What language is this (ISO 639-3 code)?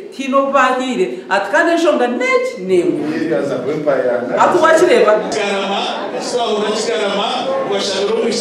nyn